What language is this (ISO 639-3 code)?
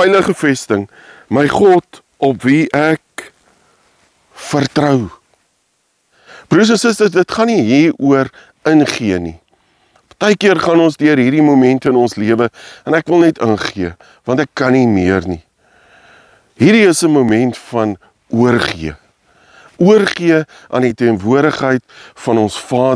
afr